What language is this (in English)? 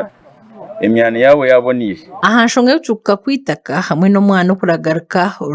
Nyankole